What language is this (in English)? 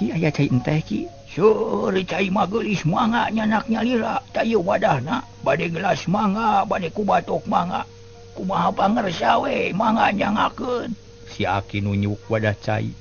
Sundanese